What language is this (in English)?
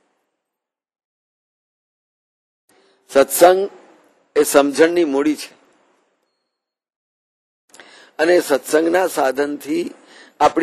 Gujarati